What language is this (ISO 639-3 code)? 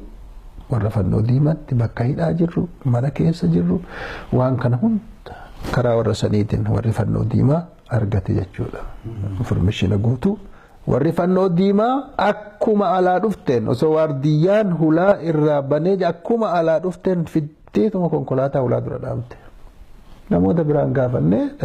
orm